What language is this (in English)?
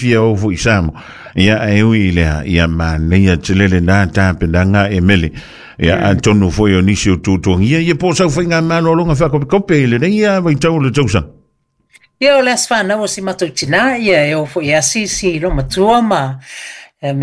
Samoan